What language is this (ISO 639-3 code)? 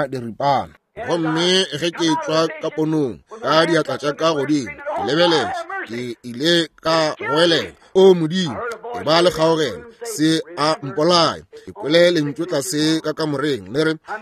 nso